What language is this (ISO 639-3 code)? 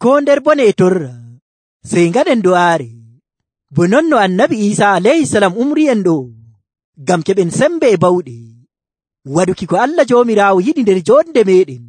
fuv